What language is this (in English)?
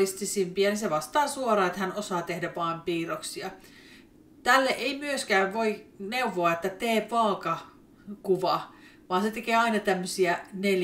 Finnish